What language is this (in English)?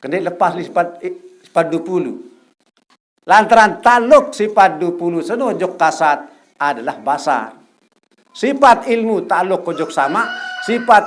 Sasak